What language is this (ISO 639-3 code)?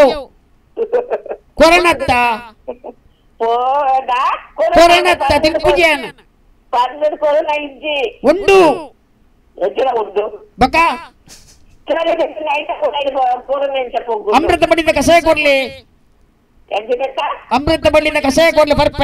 tcy